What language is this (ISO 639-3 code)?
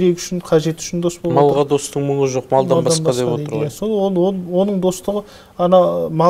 kaz